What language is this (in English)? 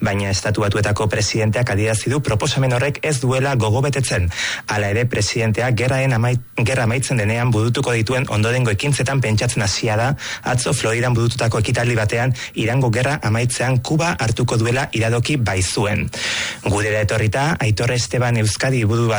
Basque